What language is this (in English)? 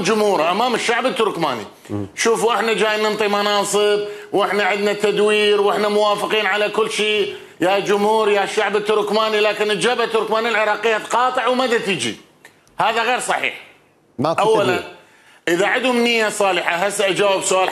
Mesopotamian Arabic